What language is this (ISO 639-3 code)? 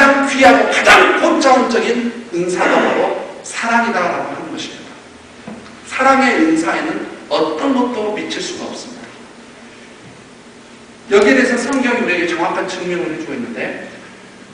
kor